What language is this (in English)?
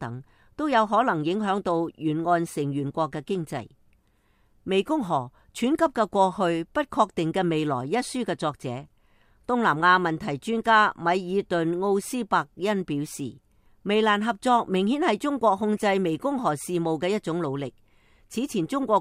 Cantonese